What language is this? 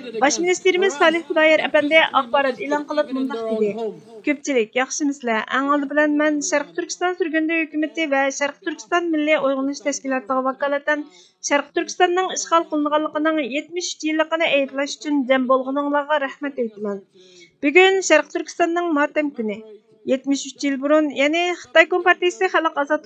Uyghur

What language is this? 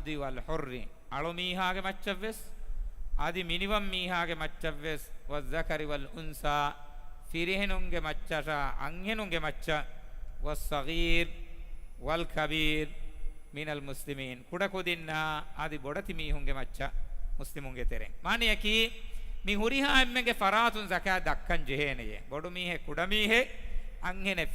Divehi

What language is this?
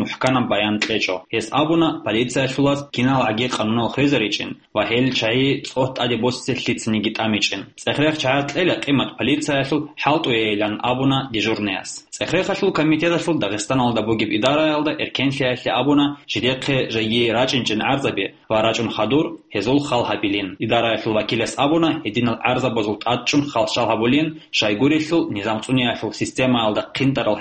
Avaric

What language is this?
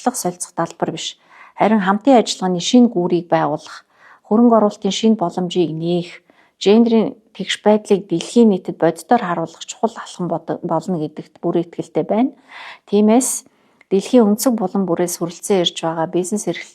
Mongolian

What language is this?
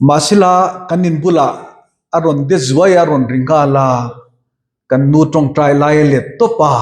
Mizo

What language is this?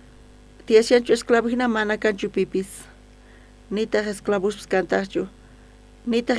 South Bolivian Quechua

